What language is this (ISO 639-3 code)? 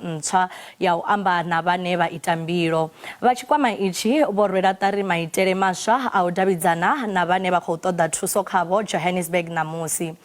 ven